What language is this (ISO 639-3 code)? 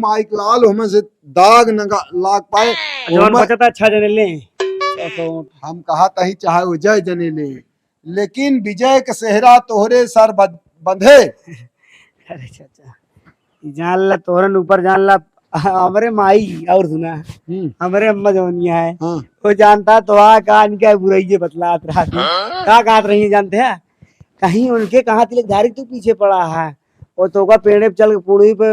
awa